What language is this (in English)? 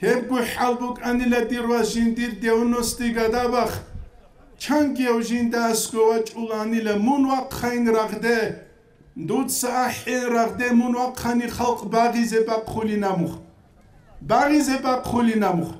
Avaric